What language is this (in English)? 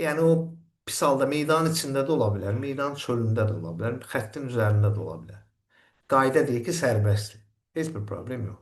Azerbaijani